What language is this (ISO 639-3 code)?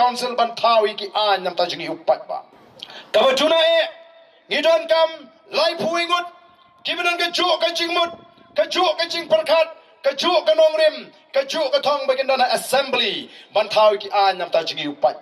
kha